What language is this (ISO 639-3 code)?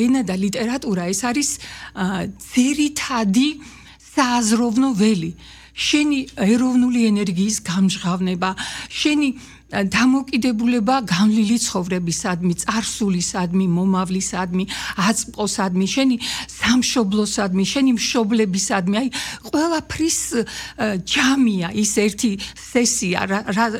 kat